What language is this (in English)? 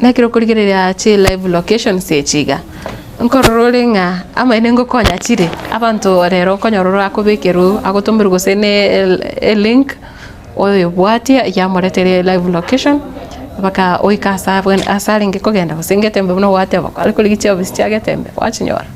Gusii